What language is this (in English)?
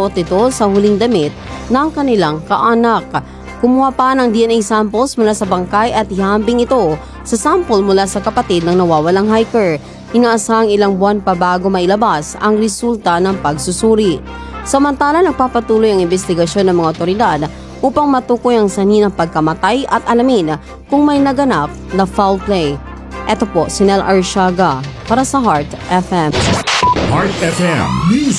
Filipino